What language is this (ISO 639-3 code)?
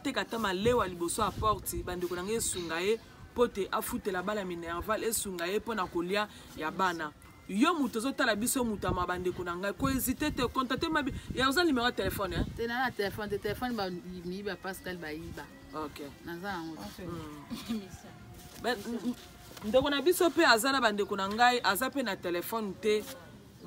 lin